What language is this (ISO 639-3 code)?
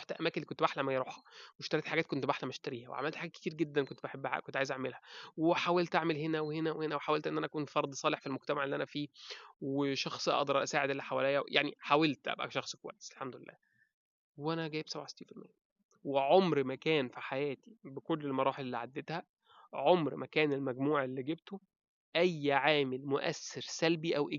arz